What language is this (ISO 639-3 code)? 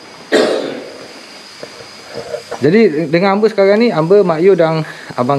msa